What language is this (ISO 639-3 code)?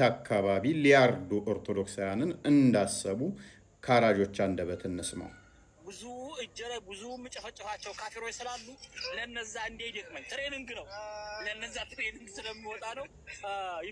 amh